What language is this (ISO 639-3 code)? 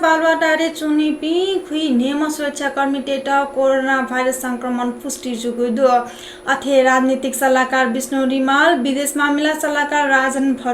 new